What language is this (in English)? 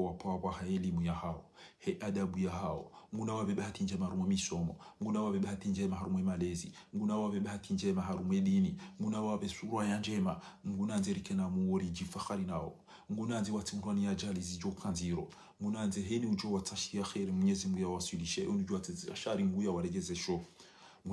Ngazidja Comorian